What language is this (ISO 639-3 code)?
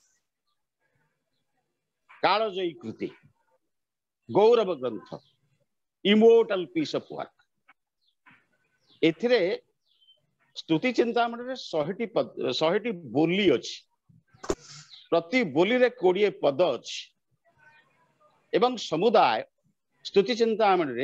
ori